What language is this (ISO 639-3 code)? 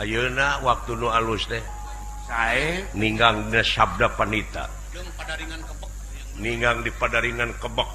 sun